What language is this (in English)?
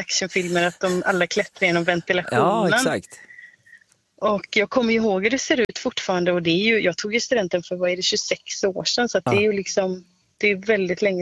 Swedish